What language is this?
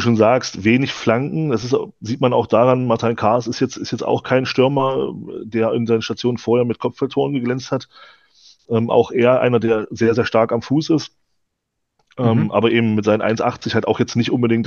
German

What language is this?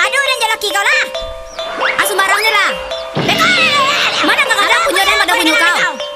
Minangkabau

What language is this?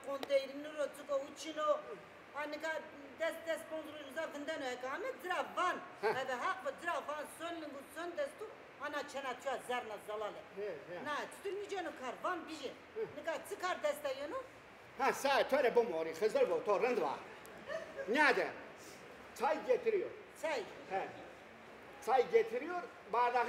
Zaza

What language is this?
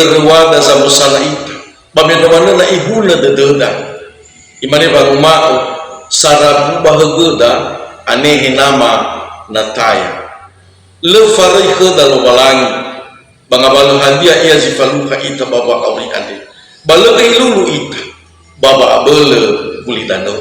Nias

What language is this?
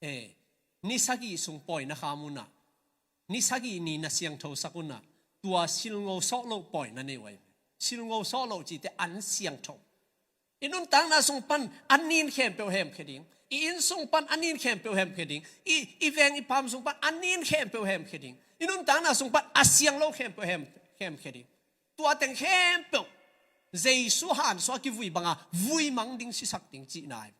Tedim Chin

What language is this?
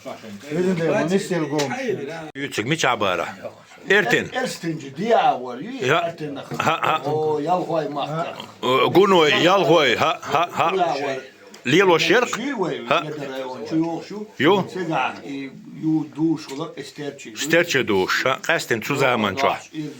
Chechen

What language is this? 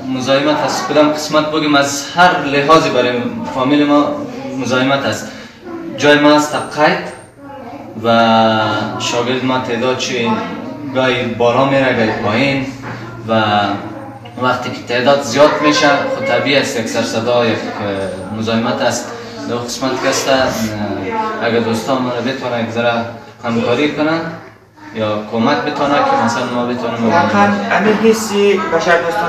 Persian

